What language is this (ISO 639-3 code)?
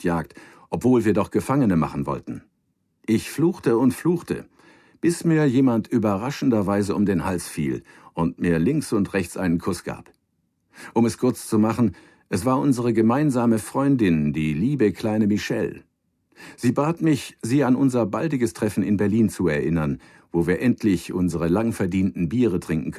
bar